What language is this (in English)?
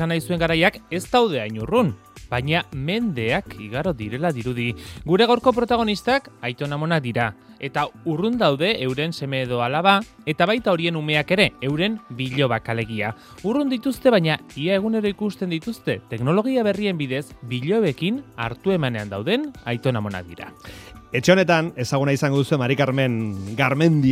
Basque